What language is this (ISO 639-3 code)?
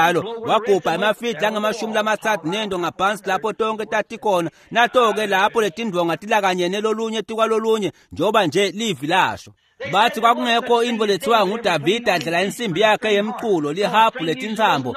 ssw